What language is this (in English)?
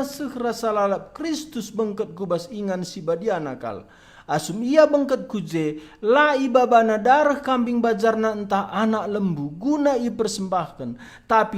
Batak Karo